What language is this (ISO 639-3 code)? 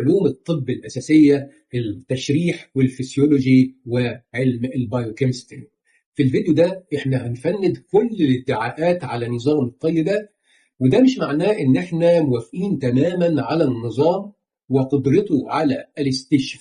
arz